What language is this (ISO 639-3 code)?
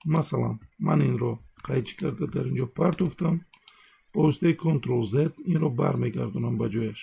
tgk